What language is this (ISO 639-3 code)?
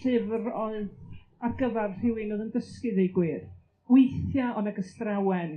cym